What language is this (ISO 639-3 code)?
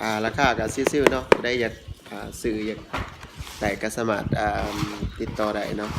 lao